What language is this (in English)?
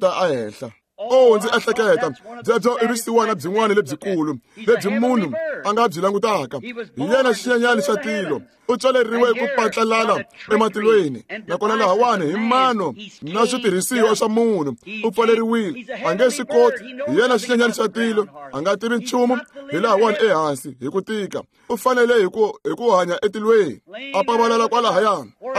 Tsonga